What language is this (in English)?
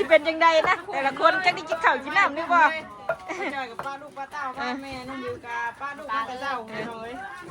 Northeastern Thai